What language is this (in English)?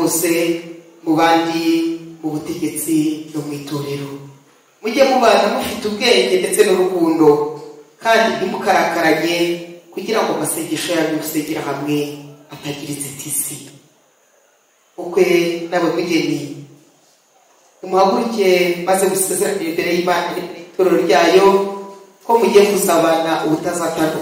Kinyarwanda